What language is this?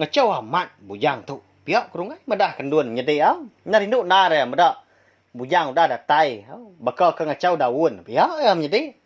Iban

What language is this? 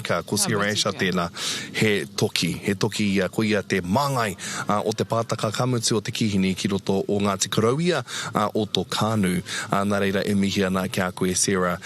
Māori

